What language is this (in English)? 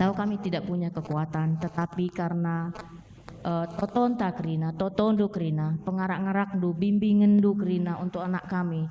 Batak Karo